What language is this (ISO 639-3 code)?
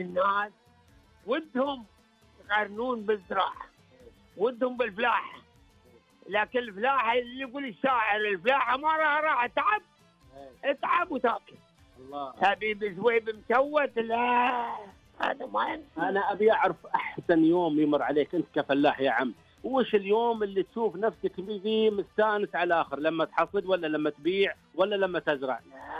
ars